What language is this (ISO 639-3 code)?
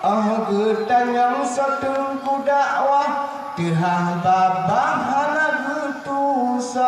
ace